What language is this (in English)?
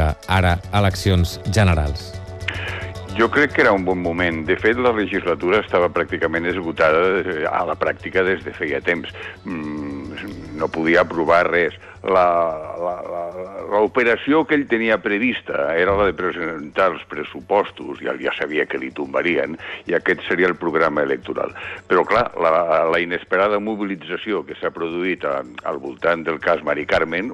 Catalan